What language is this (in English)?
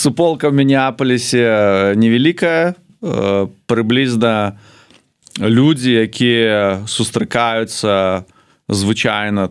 Belarusian